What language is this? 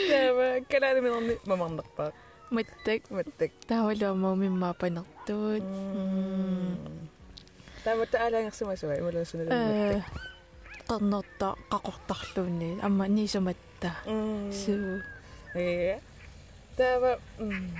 Kalaallisut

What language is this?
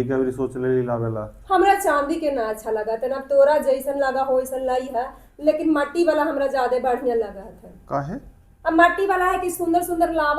Magahi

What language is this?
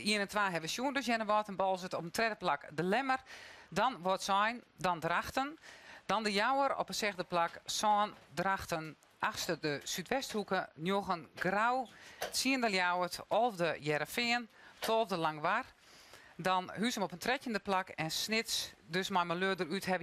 Western Frisian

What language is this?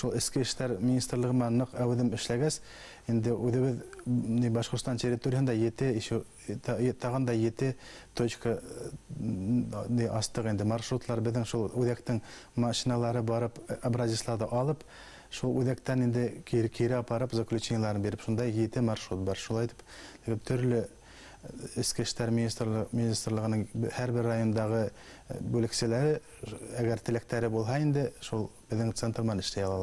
Bashkir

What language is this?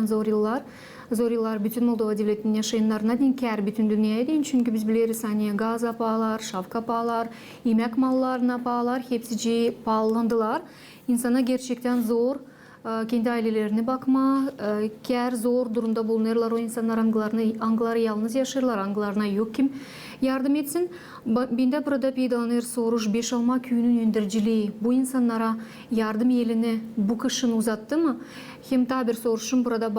Gagauz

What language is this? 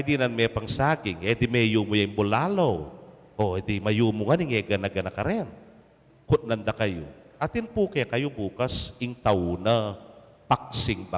Pampanga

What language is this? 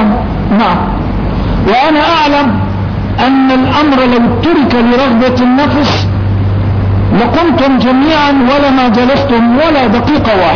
Arabic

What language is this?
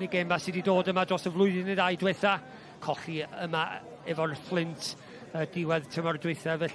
Welsh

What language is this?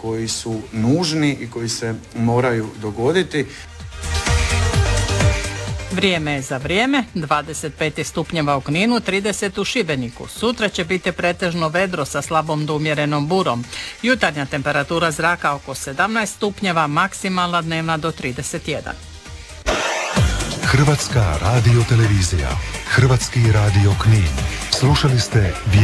Croatian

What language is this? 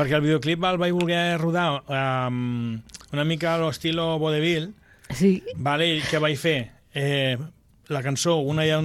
Catalan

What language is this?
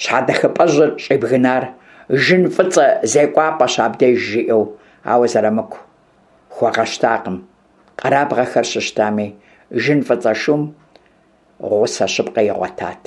Kabardian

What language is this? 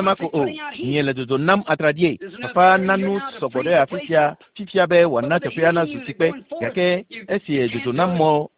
Ewe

